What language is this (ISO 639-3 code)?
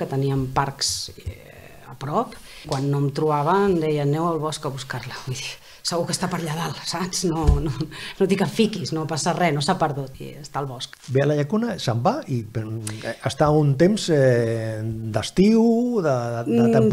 cat